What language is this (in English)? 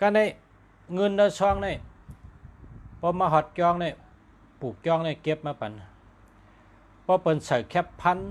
Shan